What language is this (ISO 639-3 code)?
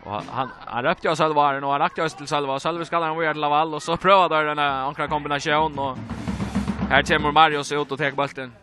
fao